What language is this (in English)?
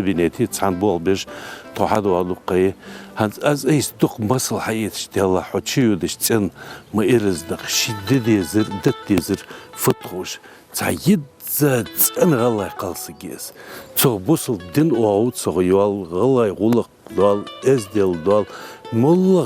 Ingush